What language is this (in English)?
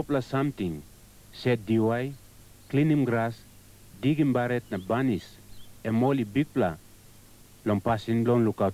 Tok Pisin